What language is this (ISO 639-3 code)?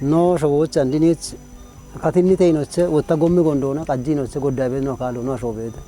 kbr